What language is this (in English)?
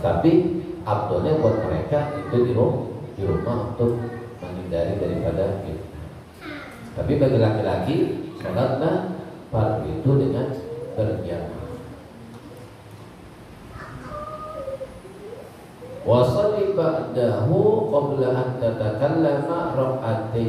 Indonesian